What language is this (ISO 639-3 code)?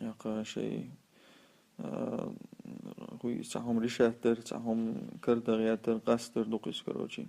che